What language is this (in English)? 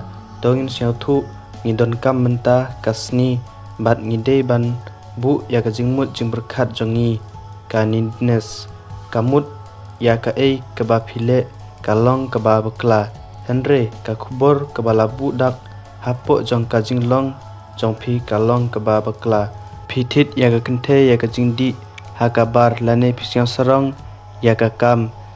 Khasi